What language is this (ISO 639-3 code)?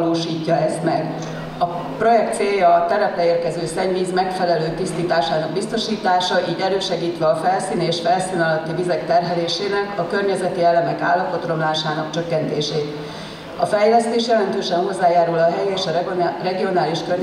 hun